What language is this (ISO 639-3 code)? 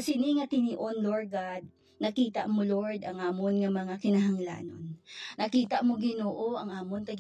hil